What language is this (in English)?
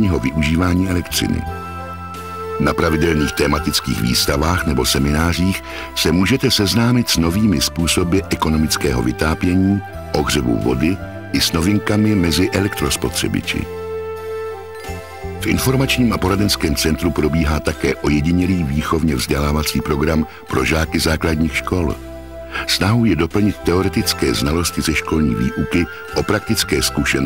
Czech